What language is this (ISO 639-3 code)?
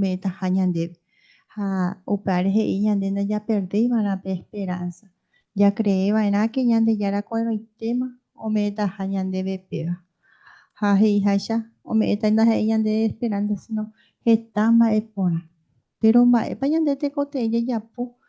grn